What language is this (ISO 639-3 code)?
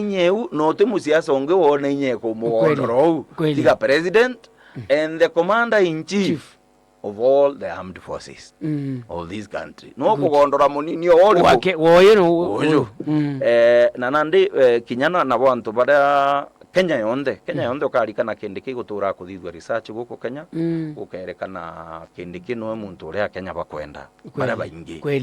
mer